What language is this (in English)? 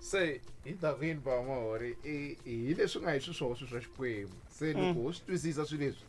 Tsonga